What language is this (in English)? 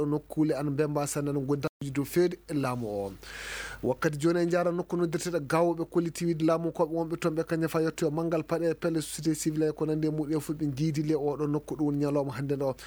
Fula